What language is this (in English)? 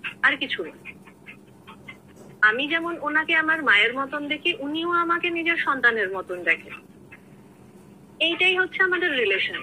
Bangla